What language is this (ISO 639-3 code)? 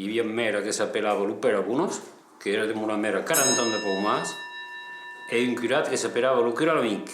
oci